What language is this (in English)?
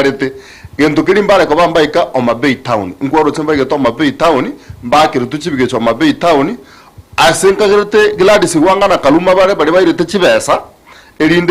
Gusii